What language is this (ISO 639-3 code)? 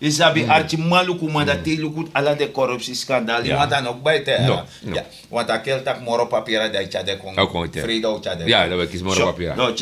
srn